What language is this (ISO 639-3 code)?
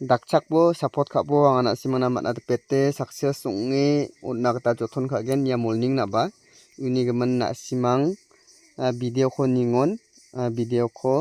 grt